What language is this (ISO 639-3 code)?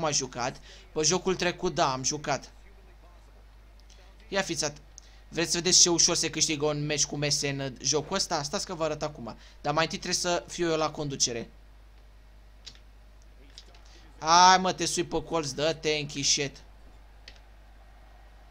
ron